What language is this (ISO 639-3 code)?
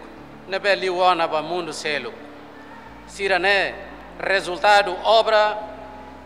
tet